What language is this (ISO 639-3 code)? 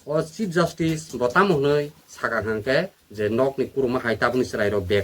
trp